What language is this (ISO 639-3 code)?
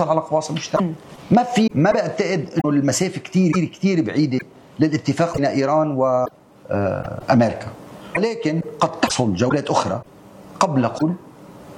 apc